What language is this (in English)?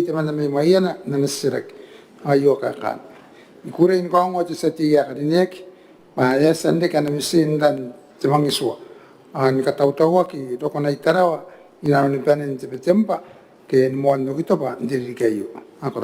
Gilbertese